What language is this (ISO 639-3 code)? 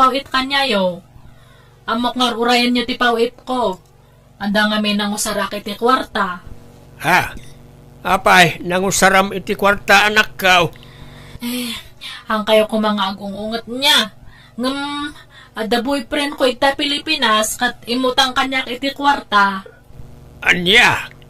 ilo